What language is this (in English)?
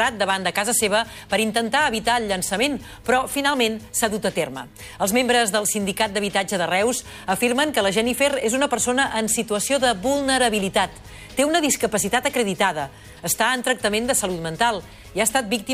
Catalan